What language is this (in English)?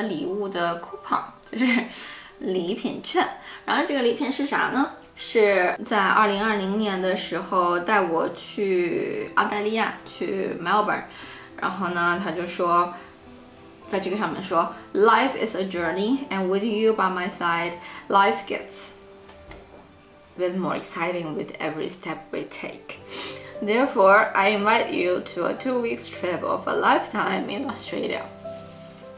Chinese